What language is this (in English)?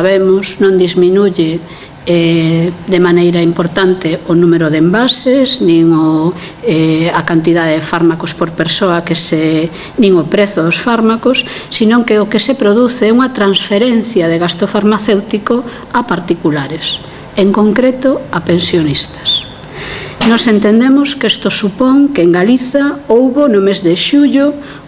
Galician